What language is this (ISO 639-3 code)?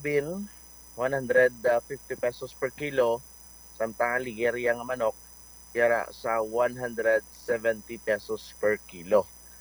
hil